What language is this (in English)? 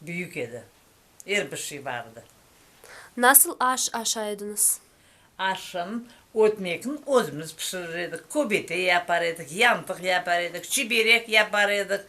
Crimean Tatar